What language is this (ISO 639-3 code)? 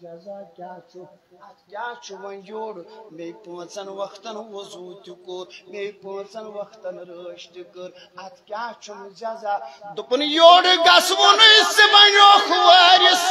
kas